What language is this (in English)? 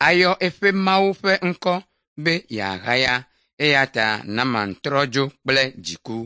Ewe